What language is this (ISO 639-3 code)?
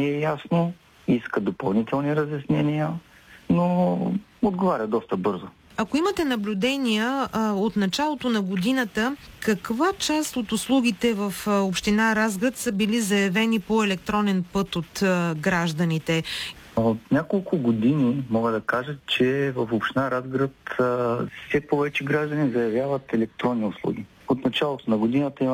bul